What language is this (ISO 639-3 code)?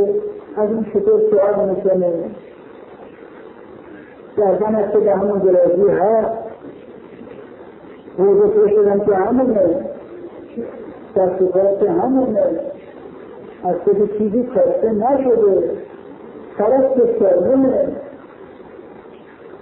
fas